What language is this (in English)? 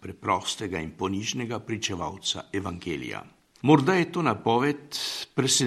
Slovenian